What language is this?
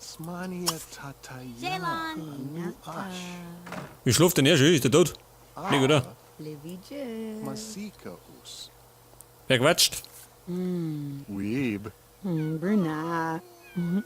Bavarian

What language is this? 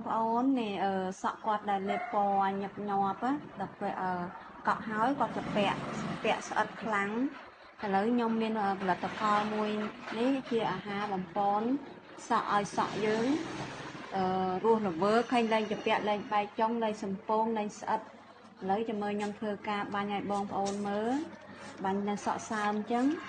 Khmer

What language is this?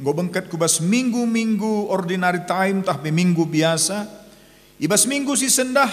Batak Karo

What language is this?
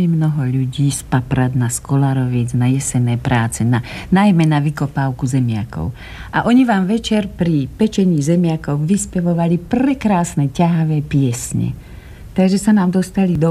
Slovak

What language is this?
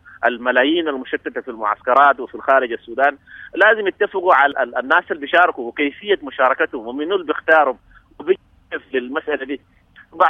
Sudanese Arabic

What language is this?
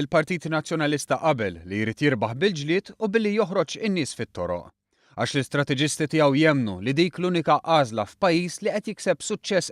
Maltese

